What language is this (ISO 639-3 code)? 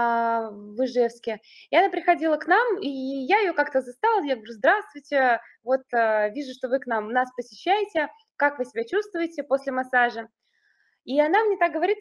rus